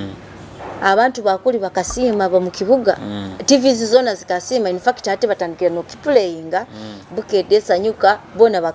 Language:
Nyoro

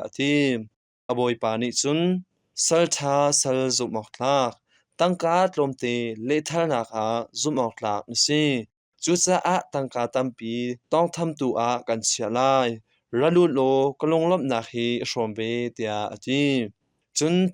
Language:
Hakha Chin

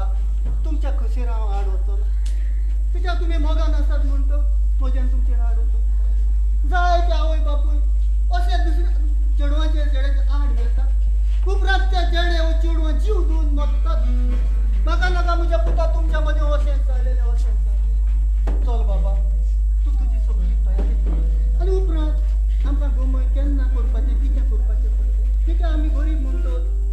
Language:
Konkani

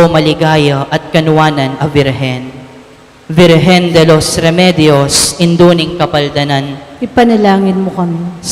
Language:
Pampanga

